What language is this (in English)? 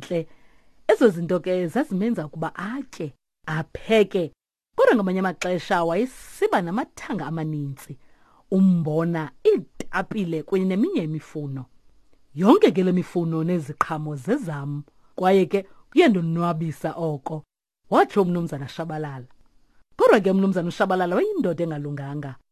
Xhosa